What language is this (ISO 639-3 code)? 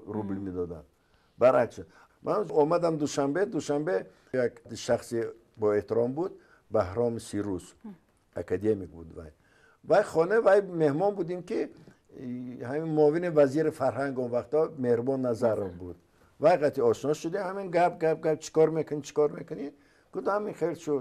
tgk